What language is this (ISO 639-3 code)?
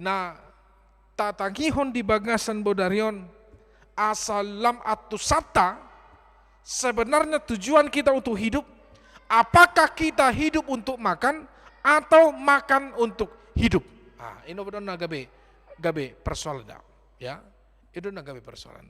bbc